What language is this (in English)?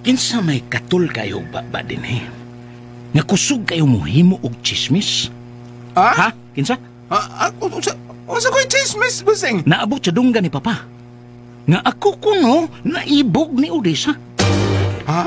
Cebuano